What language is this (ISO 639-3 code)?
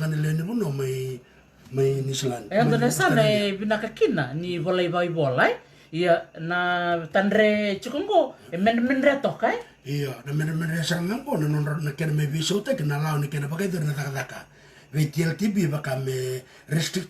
fij